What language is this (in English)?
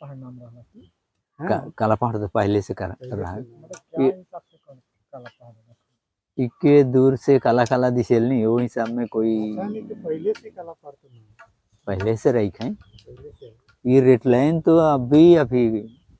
Sadri